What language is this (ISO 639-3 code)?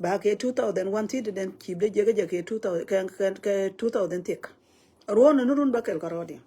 nus